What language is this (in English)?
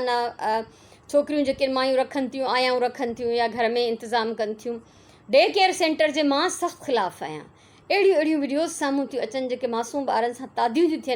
Sindhi